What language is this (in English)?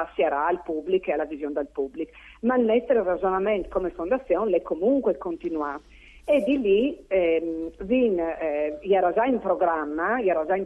Friulian